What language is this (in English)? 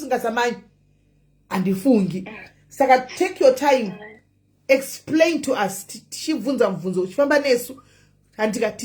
Shona